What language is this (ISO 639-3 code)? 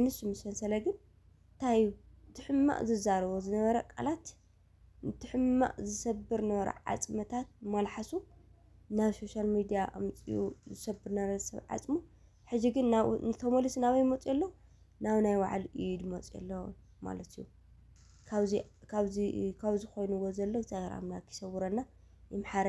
tir